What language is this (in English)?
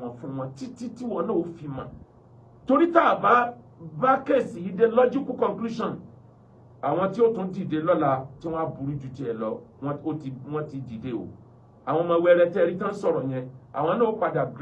Yoruba